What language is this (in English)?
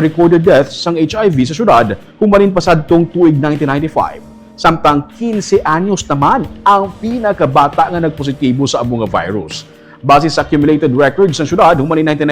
Hiligaynon